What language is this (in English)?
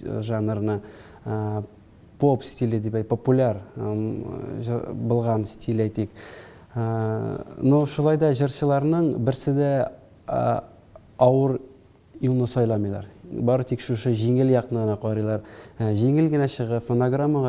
Tatar